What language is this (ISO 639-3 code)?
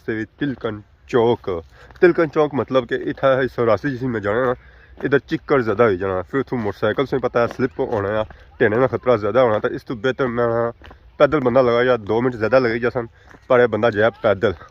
phr